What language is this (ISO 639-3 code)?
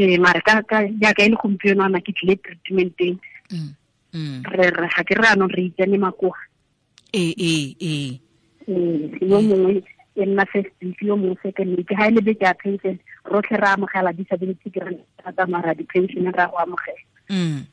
tsn